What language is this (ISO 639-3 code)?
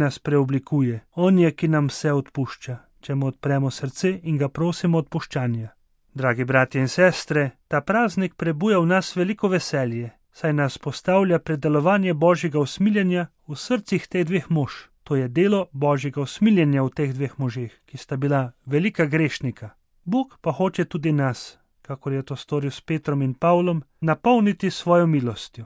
slv